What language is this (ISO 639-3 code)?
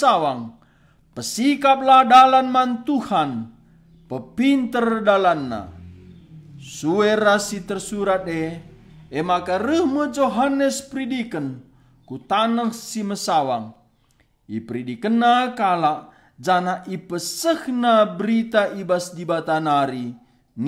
btx